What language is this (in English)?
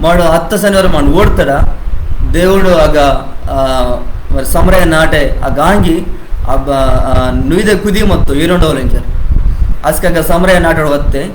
Koya